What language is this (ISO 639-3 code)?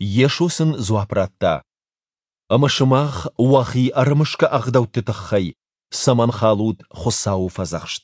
oss